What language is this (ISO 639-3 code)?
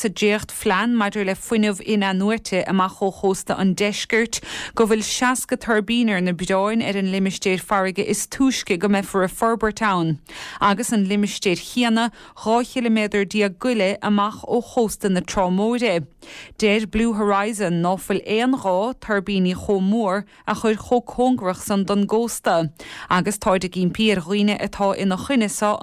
gle